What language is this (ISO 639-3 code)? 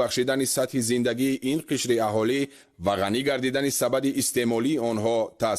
tgk